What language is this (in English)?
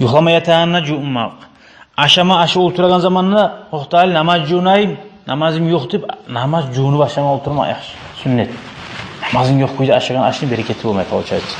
Kumyk